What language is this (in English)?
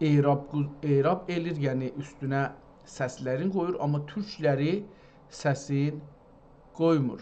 South Azerbaijani